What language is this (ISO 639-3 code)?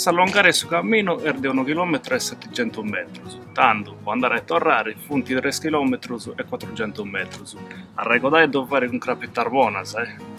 srd